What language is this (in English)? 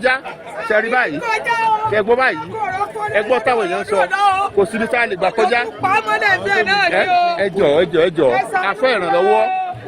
Yoruba